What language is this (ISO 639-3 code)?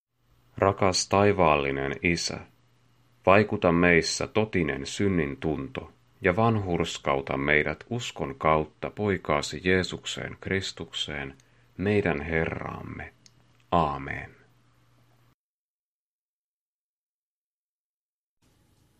fin